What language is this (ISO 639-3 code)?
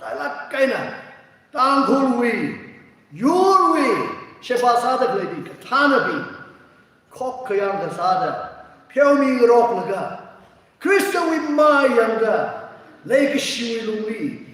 nmf